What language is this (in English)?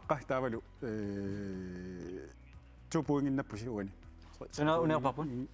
Kalaallisut